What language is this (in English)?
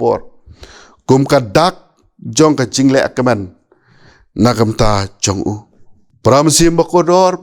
Khasi